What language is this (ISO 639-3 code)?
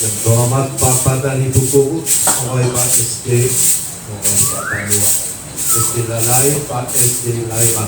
nia